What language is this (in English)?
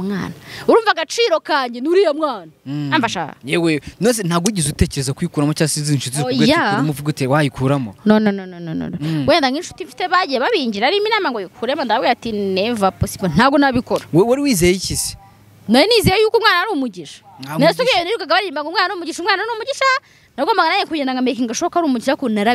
Kinyarwanda